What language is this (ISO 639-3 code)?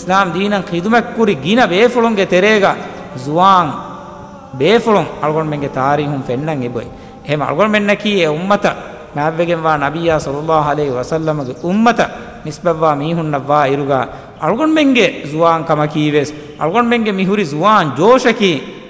div